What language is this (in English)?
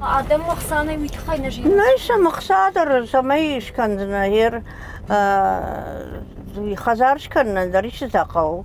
Ossetic